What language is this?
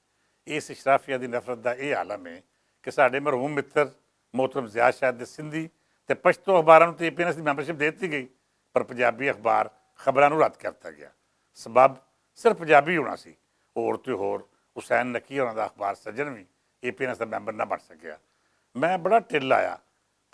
Western Panjabi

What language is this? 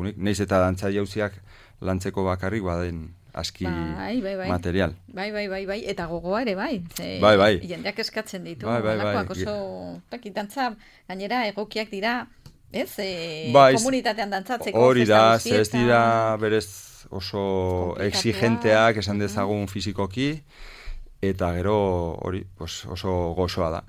Basque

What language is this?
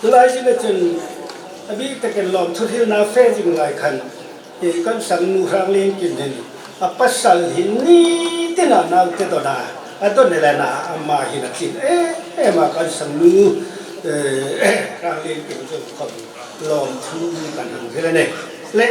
Hmar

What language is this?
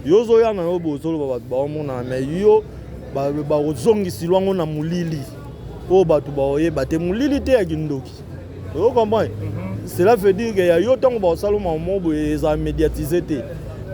Lingala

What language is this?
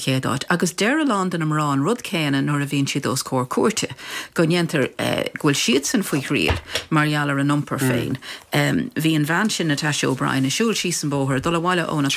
Irish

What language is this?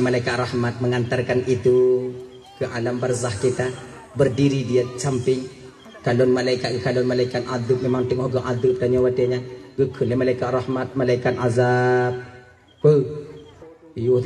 Achinese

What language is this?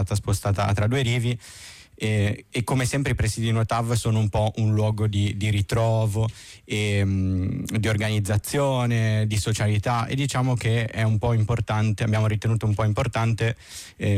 Italian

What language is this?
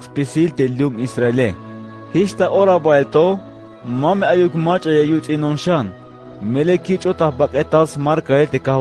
Tzeltal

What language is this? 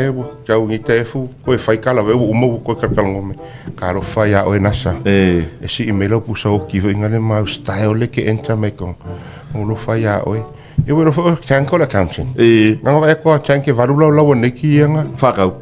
Samoan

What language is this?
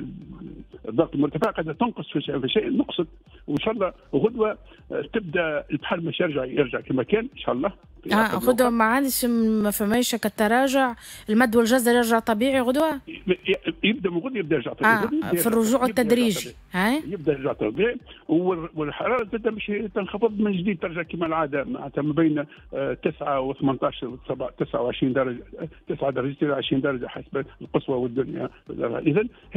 Tunisian Arabic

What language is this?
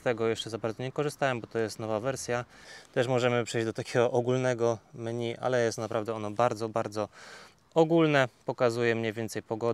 Polish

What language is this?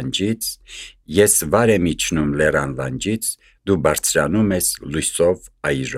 Armenian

